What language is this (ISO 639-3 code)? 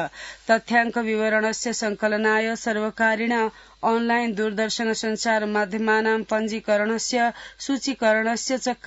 san